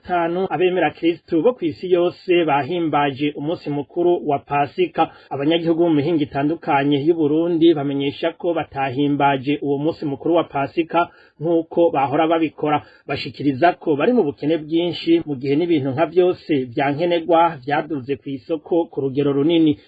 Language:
Rundi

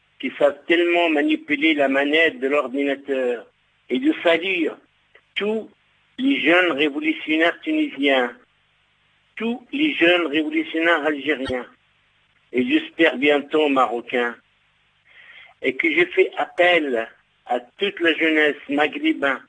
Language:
French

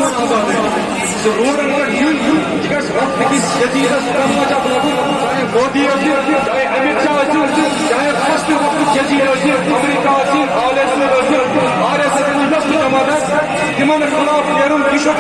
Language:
Kashmiri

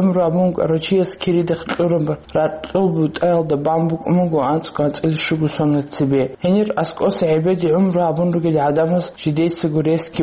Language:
Avaric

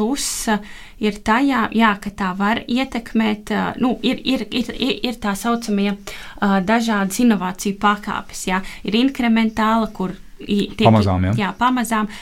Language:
Latvian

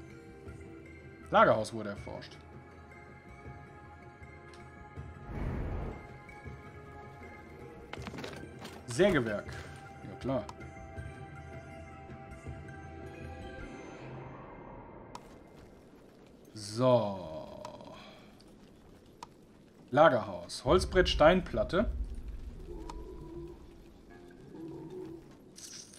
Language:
German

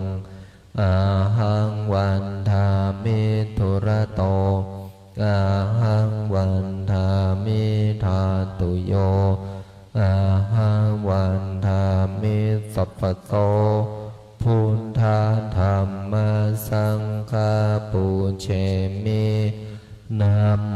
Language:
Pali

